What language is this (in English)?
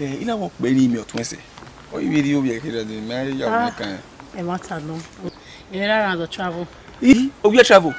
Bini